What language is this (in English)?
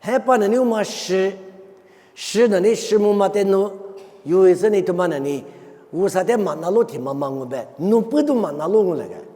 Lisu